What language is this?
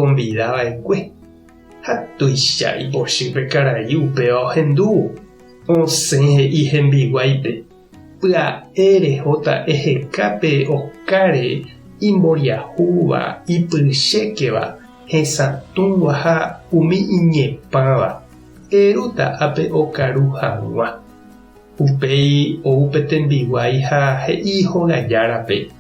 Guarani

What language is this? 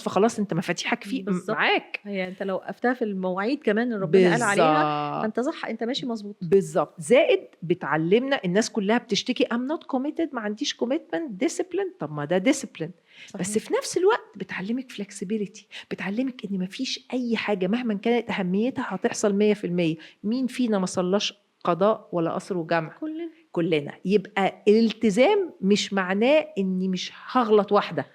Egyptian Arabic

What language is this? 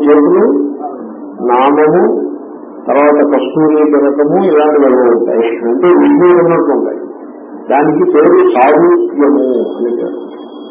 Telugu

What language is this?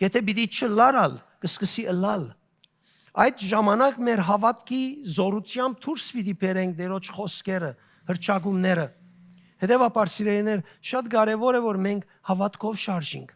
Western Armenian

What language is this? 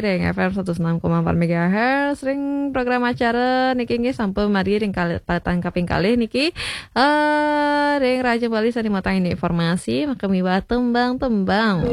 Balinese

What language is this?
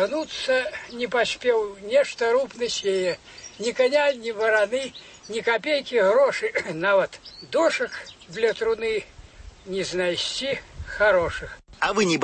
Belarusian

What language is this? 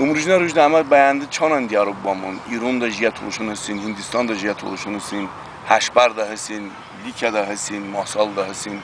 Talysh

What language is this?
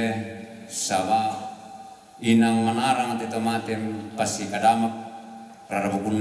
Toraja-Sa'dan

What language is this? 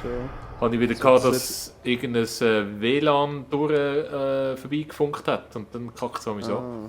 Swiss German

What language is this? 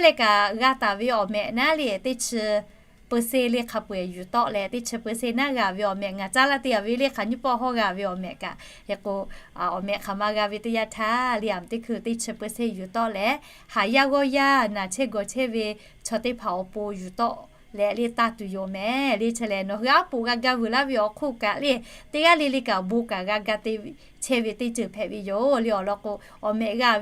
Lahu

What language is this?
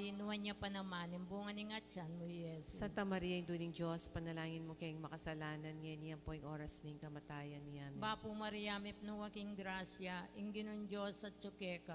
Pampanga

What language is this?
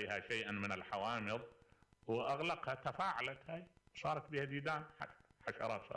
Mesopotamian Arabic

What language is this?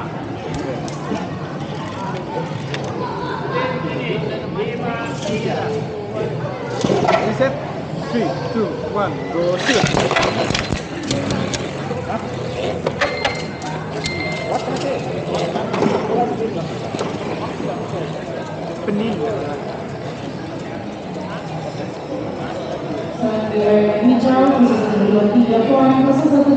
Malay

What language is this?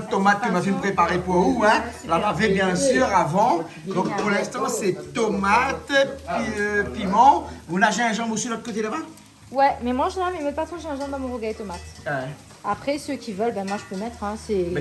Réunion Creole French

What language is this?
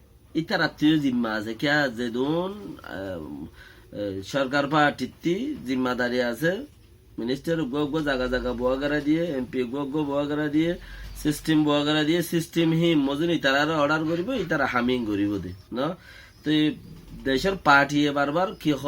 Rohingya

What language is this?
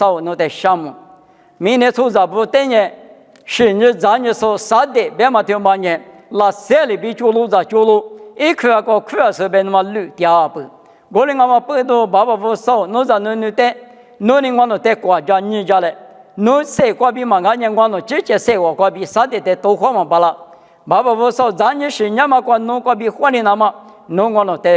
Lisu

